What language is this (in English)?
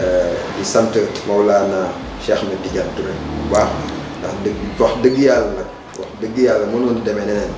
Wolof